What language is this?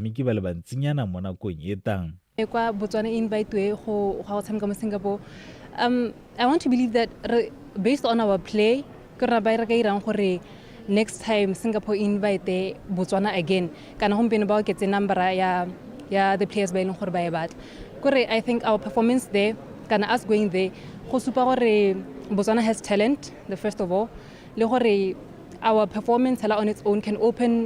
Tswana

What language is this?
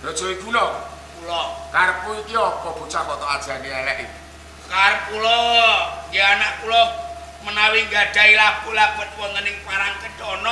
Javanese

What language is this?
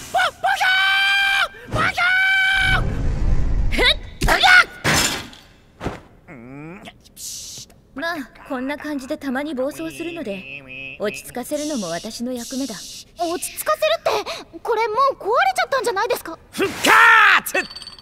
Japanese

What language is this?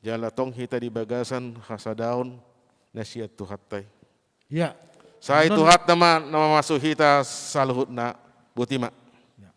Batak Toba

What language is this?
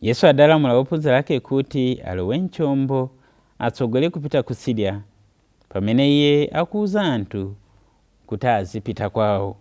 Nyanja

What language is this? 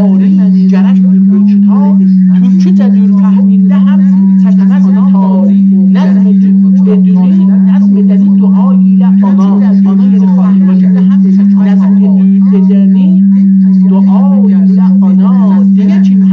South Azerbaijani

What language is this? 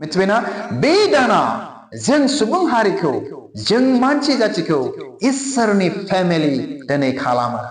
Bodo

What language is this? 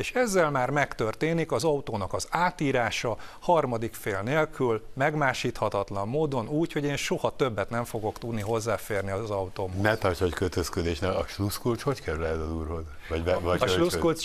Hungarian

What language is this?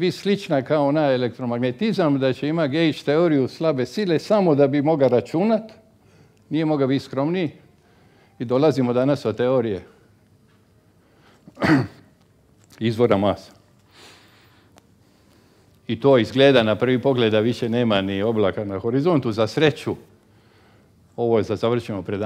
Croatian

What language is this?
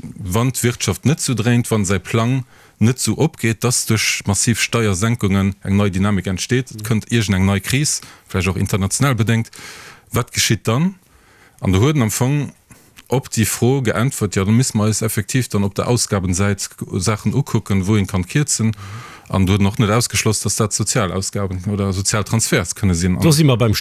Luxembourgish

